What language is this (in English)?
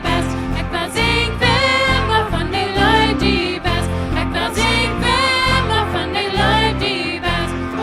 Plautdietsch